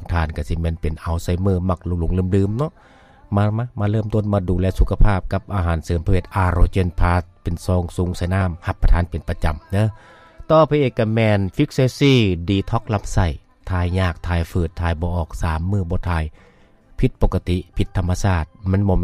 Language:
Lao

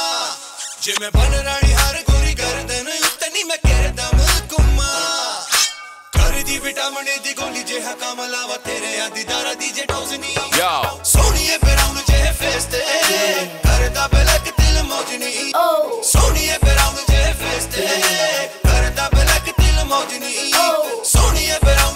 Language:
Punjabi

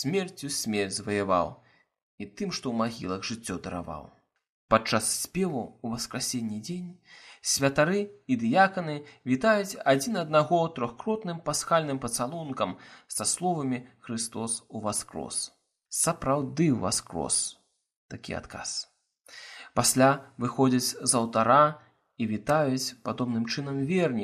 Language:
Belarusian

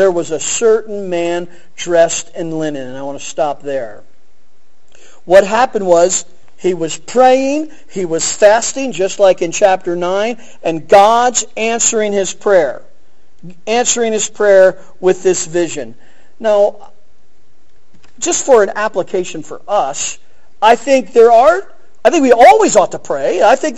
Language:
English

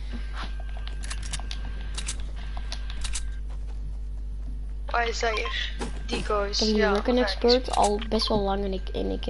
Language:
Dutch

